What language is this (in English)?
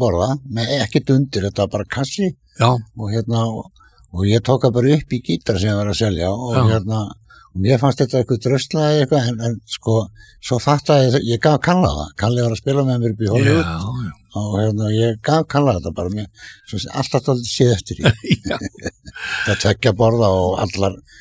Icelandic